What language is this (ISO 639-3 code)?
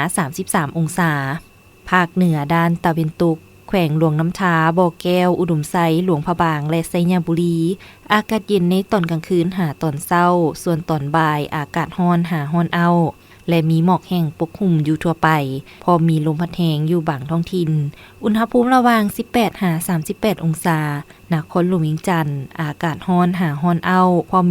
lao